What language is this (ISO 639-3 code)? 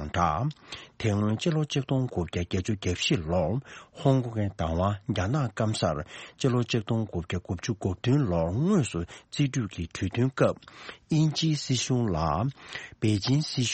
bod